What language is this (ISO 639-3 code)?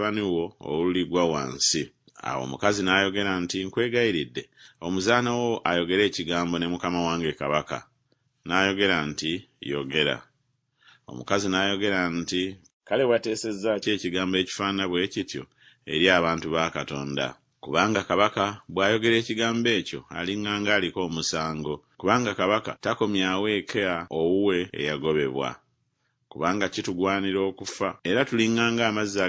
lug